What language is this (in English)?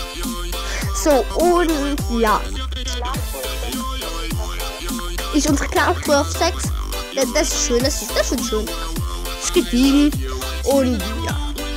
German